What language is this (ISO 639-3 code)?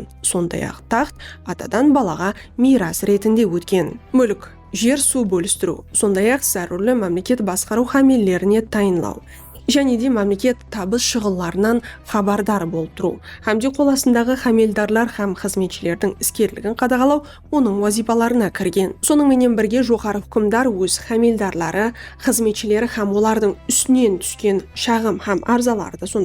kaa